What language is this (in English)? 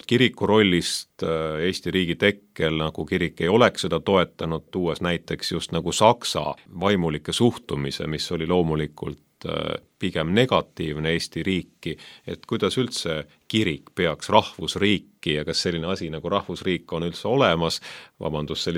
Estonian